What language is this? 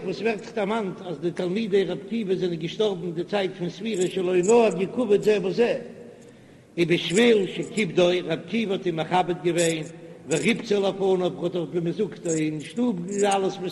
Yiddish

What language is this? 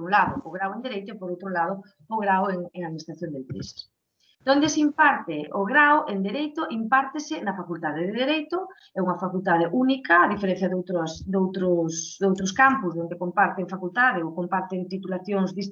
Galician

